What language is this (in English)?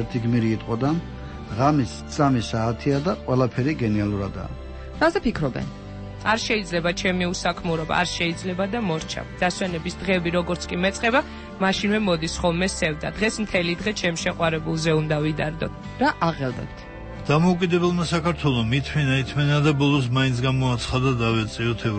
Georgian